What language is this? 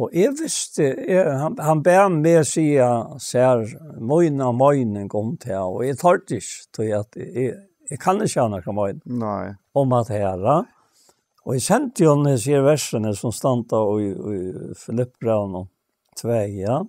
Faroese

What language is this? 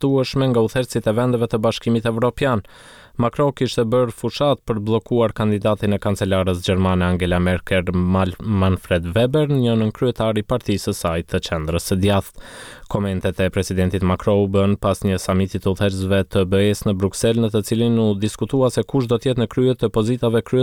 Albanian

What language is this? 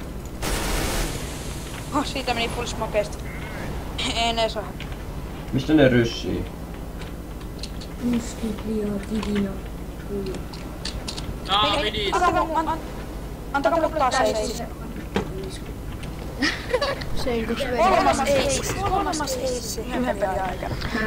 Finnish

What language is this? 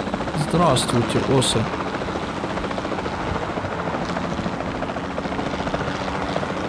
Russian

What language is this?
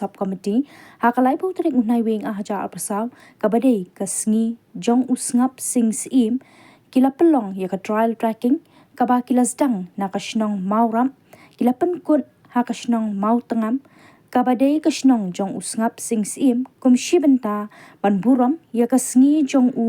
Khasi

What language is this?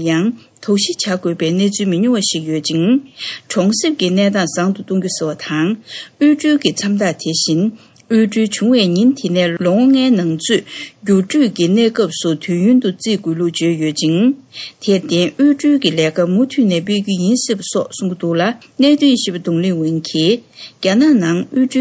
Tibetan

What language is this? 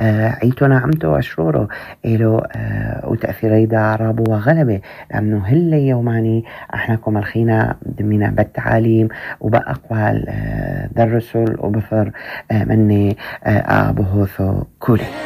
North Levantine Arabic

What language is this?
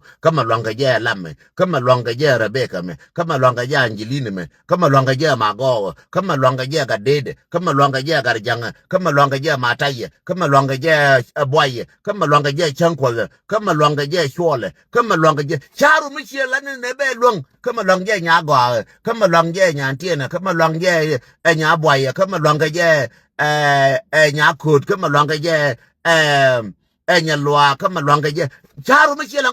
Nuer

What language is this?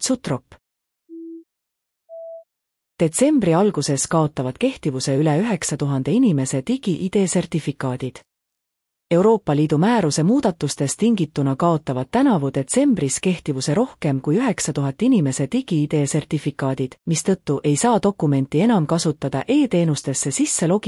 Estonian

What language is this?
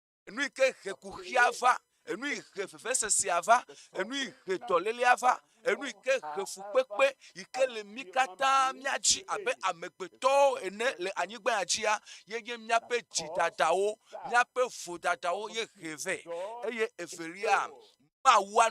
Ewe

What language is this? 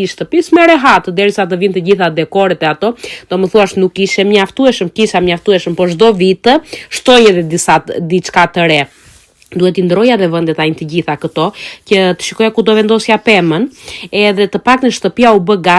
Albanian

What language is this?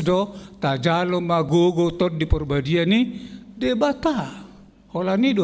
Batak Toba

